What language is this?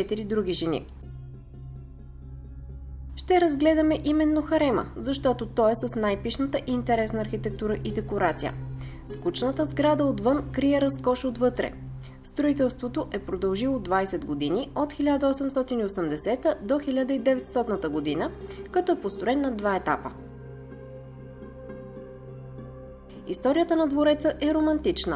Bulgarian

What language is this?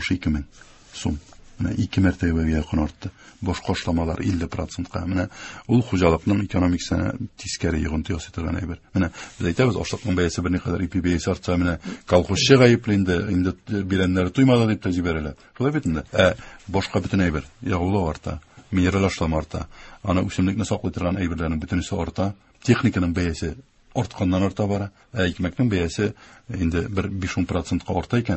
Tatar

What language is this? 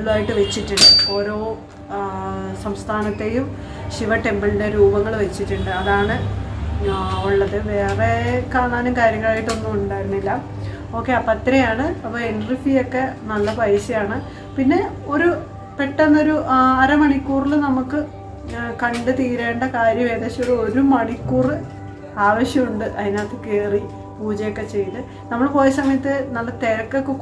Malayalam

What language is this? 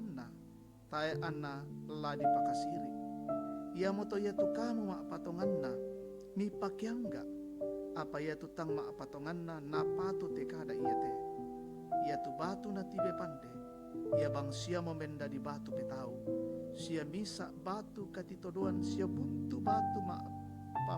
Toraja-Sa'dan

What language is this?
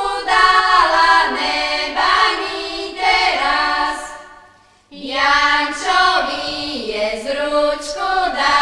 Rusyn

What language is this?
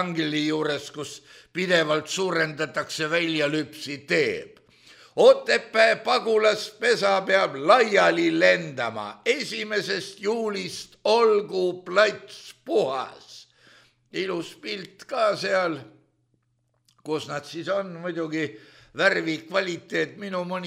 Estonian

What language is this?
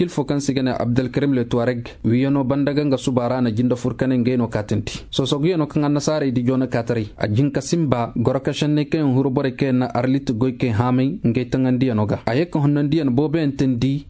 Koyraboro Senni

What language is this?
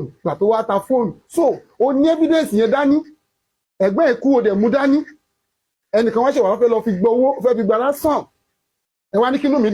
Yoruba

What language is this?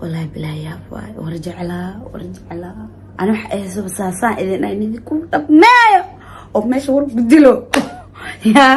Somali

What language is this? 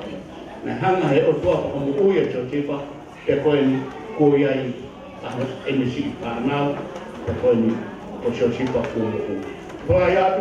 Tongan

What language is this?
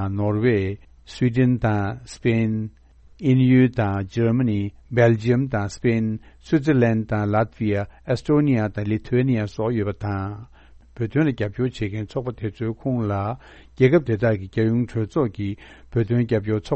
Tibetan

